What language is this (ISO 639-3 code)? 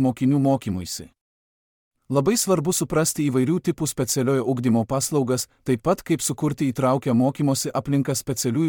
lit